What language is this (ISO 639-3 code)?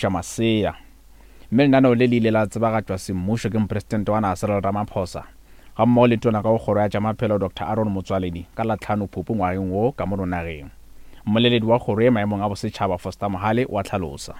nso